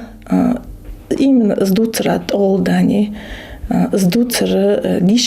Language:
Ingush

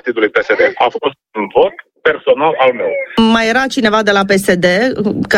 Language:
Romanian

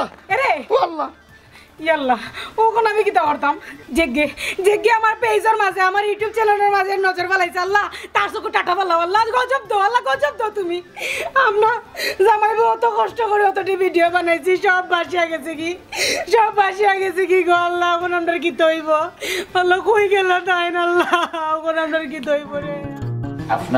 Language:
Sylheti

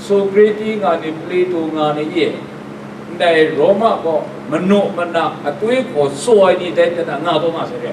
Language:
Kachin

